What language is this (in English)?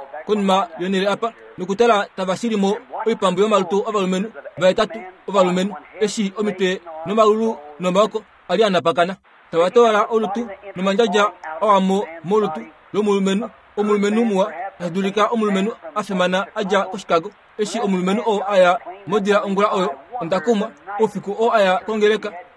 Kuanyama